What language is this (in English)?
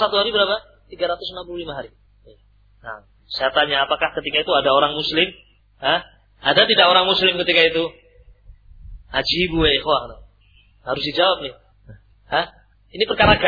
Indonesian